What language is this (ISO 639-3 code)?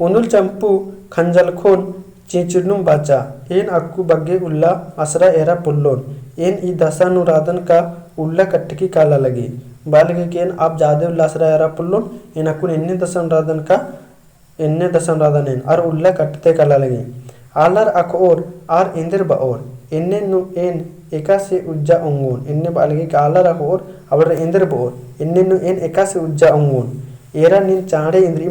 kru